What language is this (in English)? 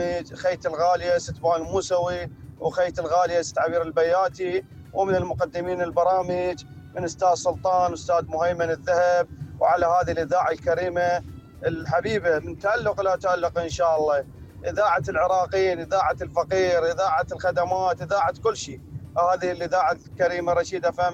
Mesopotamian Arabic